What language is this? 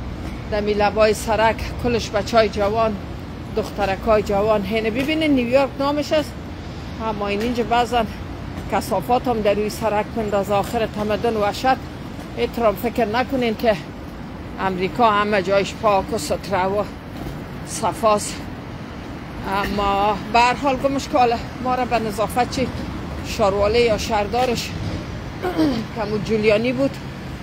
Persian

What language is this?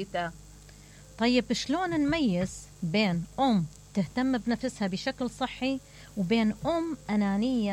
Mesopotamian Arabic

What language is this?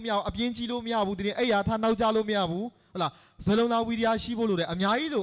Burmese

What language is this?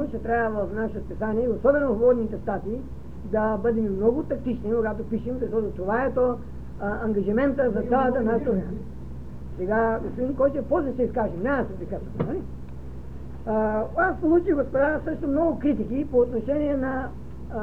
Bulgarian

